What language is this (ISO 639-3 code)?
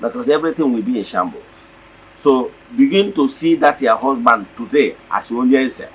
ibo